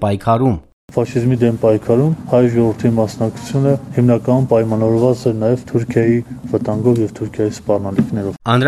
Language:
Armenian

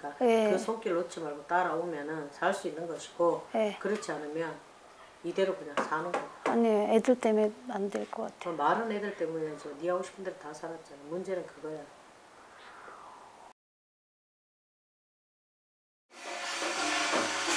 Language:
Korean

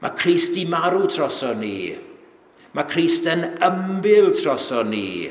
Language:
Welsh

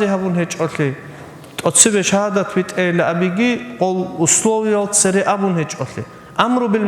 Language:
Avaric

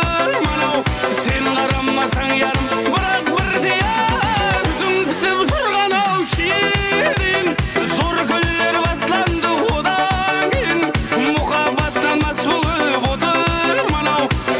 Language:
Kara-Kalpak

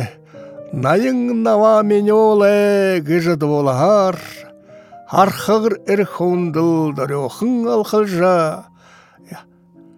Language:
Buriat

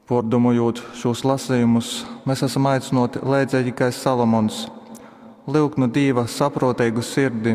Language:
Latgalian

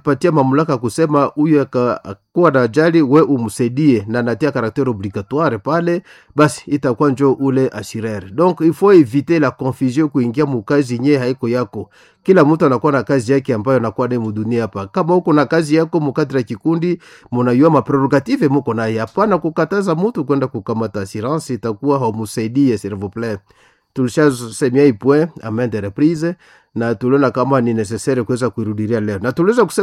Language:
Swahili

